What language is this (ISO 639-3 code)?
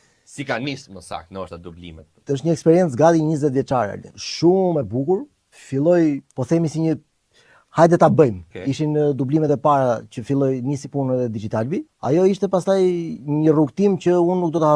sqi